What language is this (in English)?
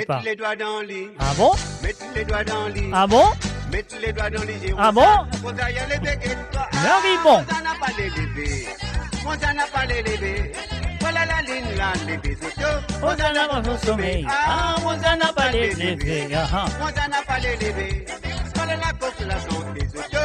Morisyen